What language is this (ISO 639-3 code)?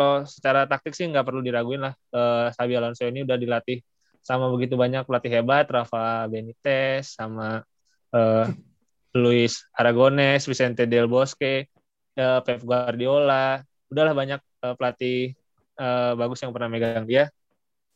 ind